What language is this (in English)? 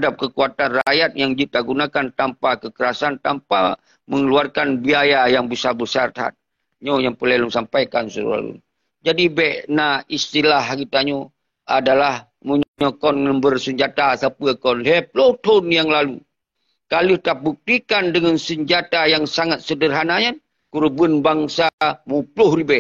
Achinese